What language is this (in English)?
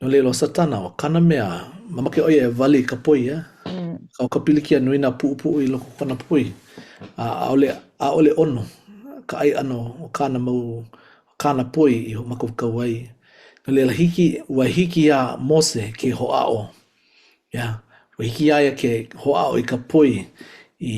Hawaiian